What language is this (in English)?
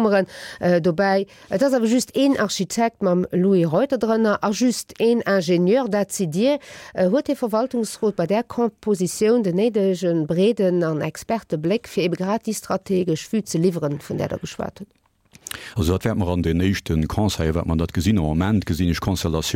Luxembourgish